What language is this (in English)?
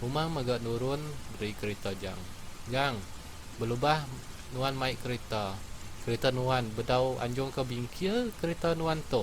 Iban